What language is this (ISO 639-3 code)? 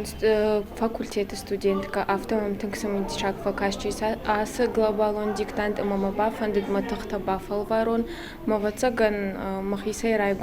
oss